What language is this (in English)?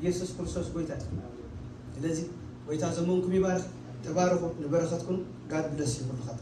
Tigrinya